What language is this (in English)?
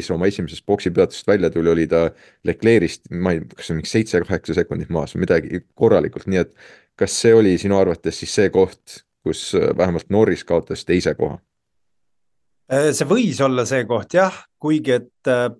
Estonian